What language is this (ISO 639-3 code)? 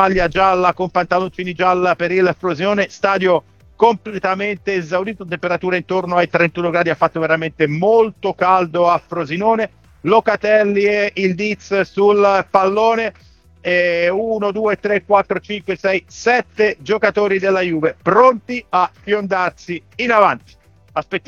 ita